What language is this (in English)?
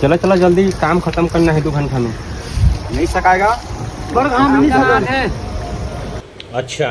Chhattisgarhi